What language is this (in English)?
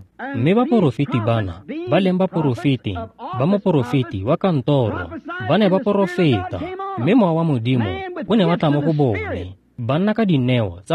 Tswana